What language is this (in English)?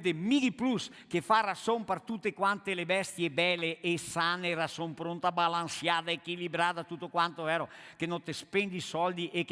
Venetian